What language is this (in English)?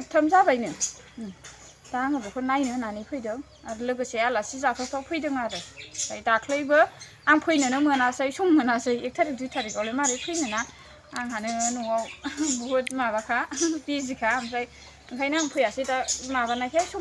Bodo